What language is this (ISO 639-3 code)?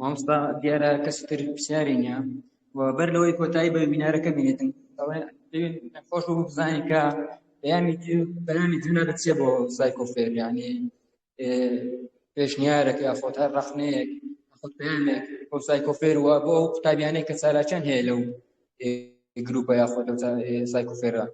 ckb